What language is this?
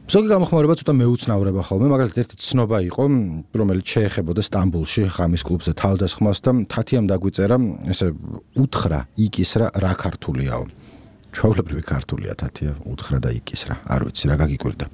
Georgian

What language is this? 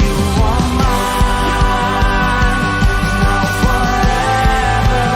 Batak Simalungun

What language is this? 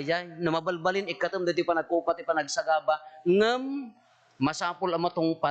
Iloko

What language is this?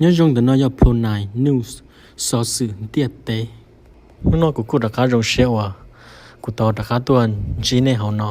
Hmong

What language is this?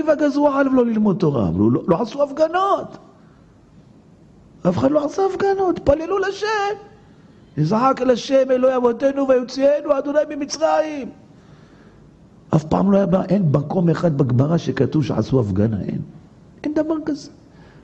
Hebrew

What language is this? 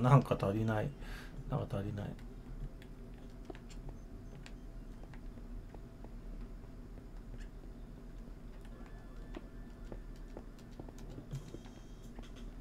Japanese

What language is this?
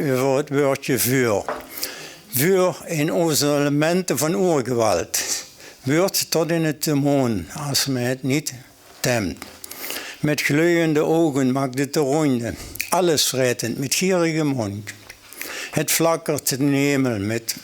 Limburgish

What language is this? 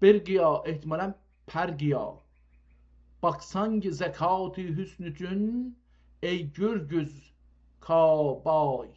South Azerbaijani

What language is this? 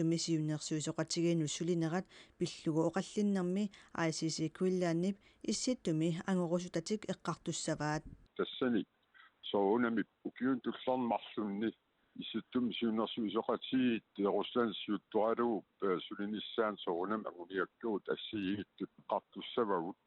Kalaallisut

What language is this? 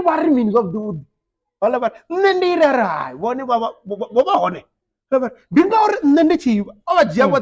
Venda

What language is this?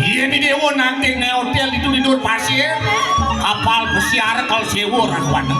Balinese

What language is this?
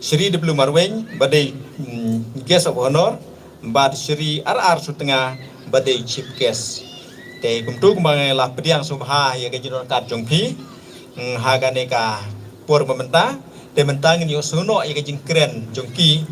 Khasi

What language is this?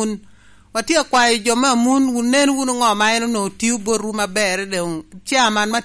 Lango (Uganda)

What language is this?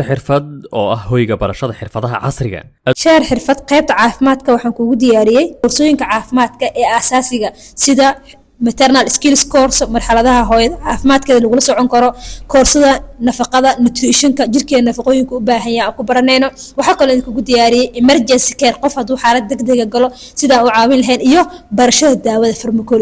Somali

